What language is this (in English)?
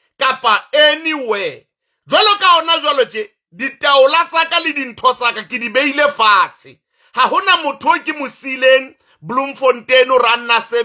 Southern Sotho